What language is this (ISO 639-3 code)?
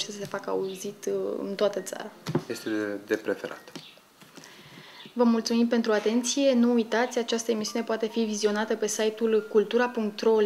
ron